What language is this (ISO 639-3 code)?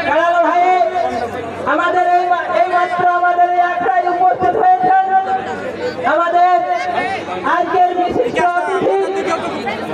ben